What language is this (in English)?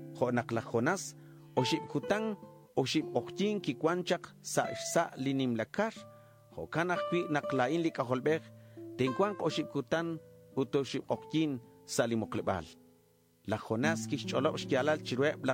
Kekchí